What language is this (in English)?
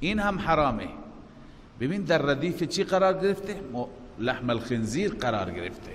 Persian